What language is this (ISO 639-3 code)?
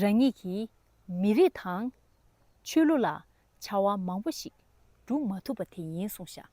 bod